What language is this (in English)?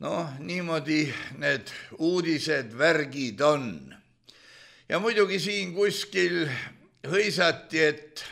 Estonian